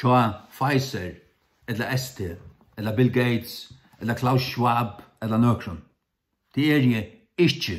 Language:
Faroese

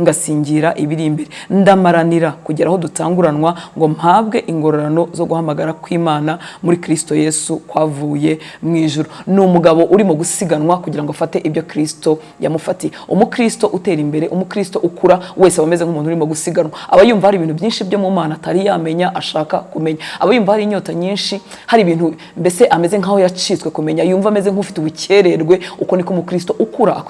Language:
Kinyarwanda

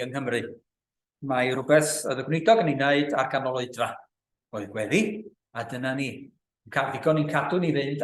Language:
Welsh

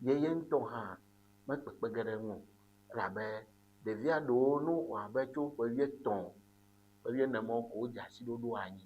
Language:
Ewe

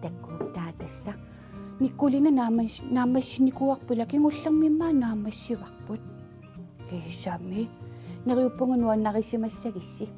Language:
Kalaallisut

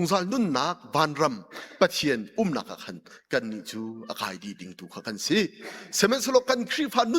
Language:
Hakha Chin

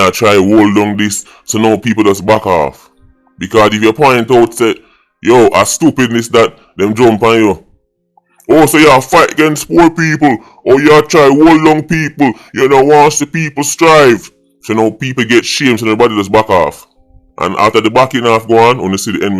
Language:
Jamaican Creole English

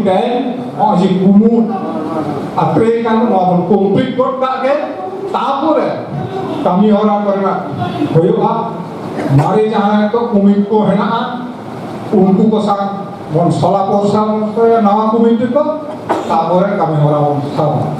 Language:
Santali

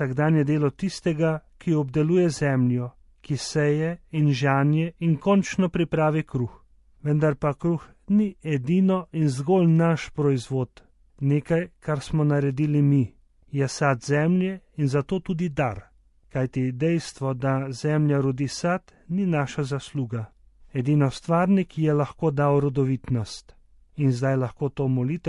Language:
Slovenian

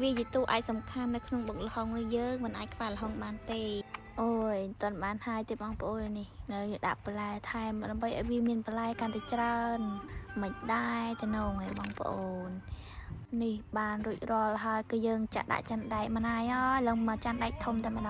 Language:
Khmer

